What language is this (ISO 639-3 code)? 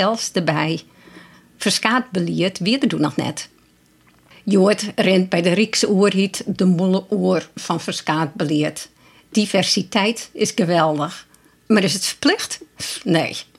fry